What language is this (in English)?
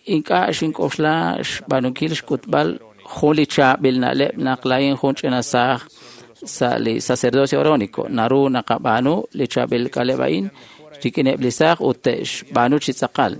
Kekchí